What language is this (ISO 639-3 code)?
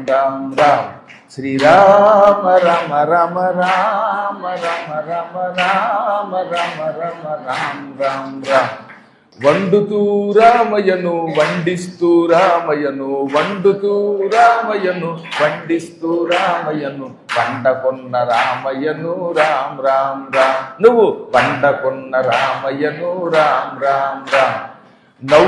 tel